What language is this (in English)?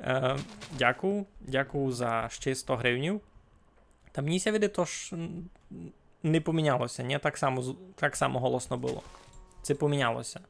Rusyn